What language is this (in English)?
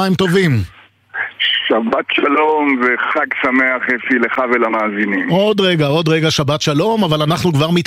Hebrew